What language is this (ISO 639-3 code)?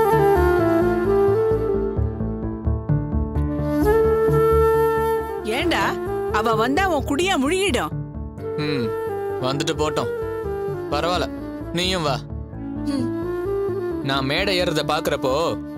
tam